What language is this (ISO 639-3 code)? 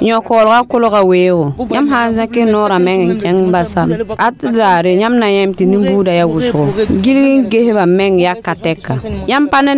mos